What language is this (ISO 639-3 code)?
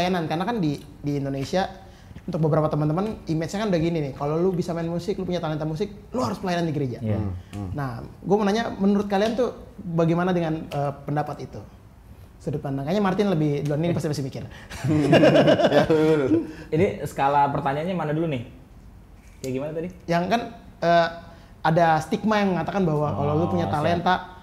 ind